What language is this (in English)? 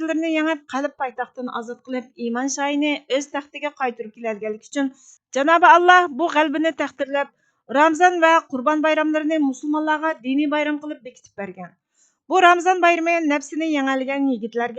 Uyghur